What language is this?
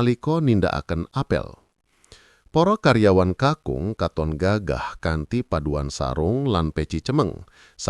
Javanese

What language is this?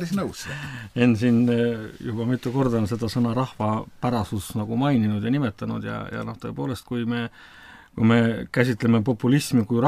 Estonian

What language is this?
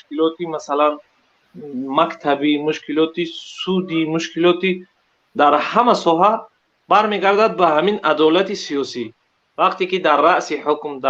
Tajik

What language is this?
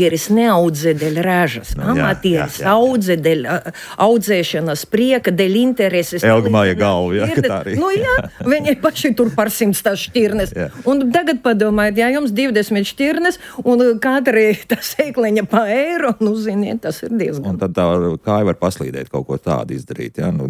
Latvian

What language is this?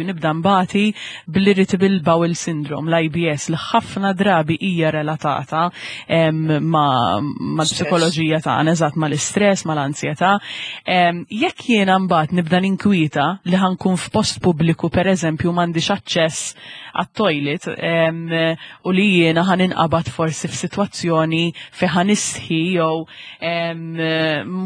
Maltese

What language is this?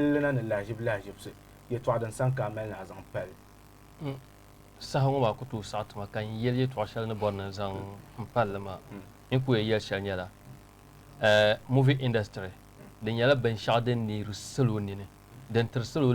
Dagbani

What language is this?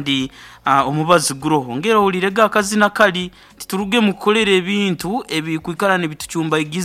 Nyoro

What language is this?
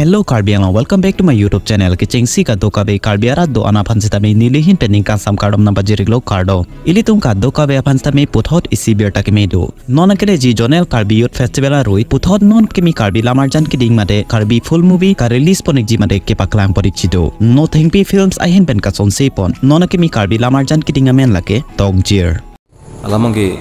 Karbi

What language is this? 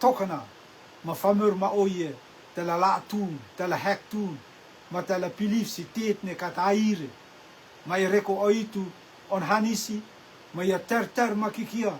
Rotuman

